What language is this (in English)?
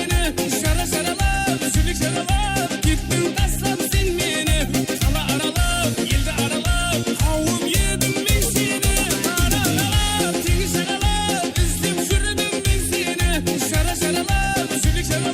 Kara-Kalpak